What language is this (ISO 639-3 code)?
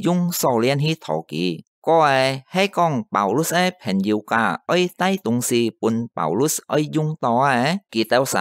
hak